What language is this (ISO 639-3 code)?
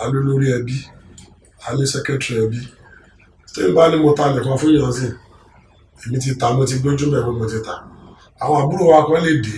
yor